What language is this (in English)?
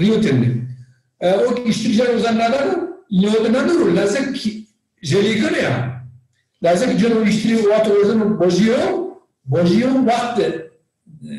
Zaza